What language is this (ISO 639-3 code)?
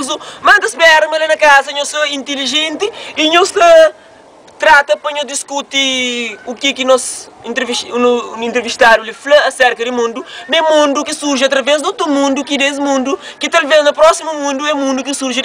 kea